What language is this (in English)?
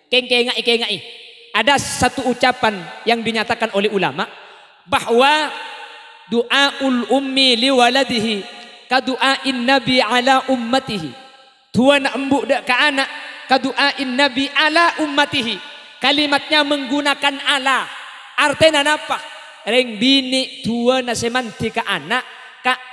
Madurese